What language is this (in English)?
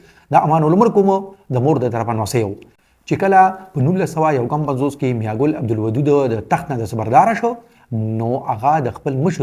Pashto